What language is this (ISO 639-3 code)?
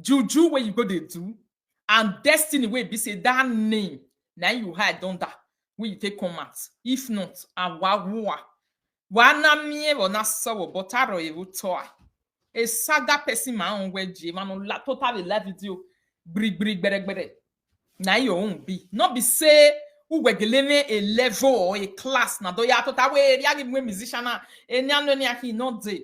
pcm